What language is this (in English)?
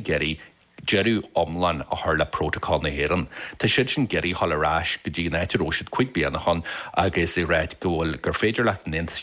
Irish